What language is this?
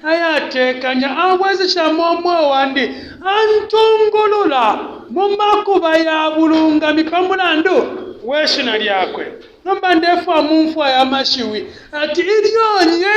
Bemba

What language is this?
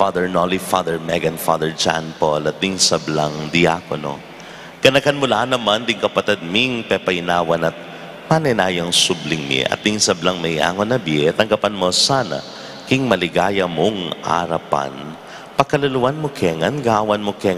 Pampanga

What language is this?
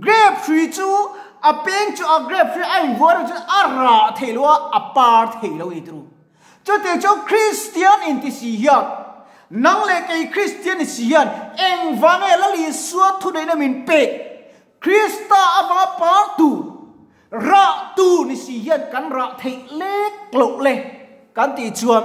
Mizo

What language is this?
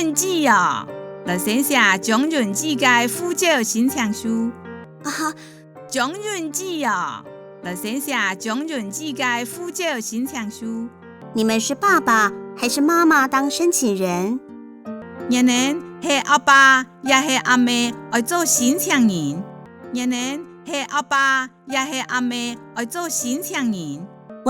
Hakka Chinese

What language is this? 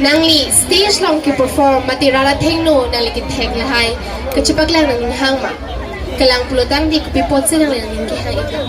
Karbi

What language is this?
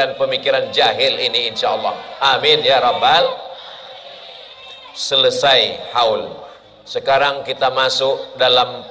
Indonesian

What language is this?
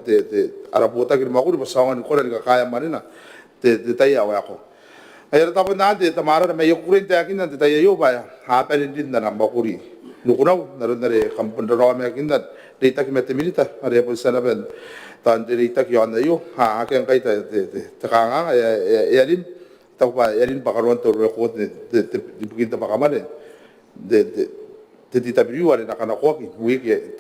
Gilbertese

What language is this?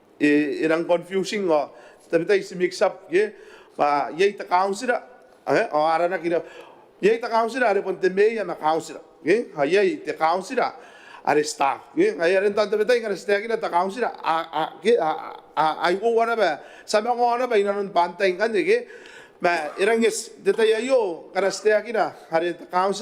Gilbertese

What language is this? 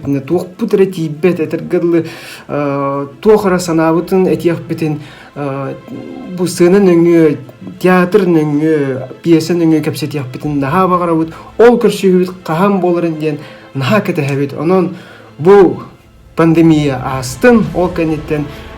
Yakut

